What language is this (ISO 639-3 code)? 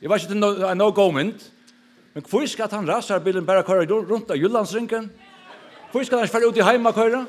fao